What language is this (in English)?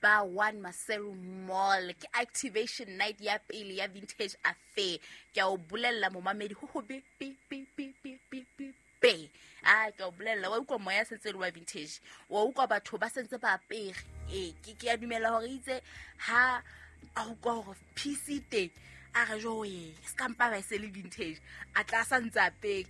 Southern Sotho